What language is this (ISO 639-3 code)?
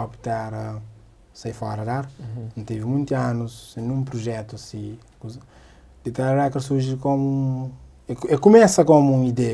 kea